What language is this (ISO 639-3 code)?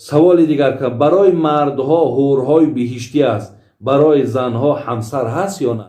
tgk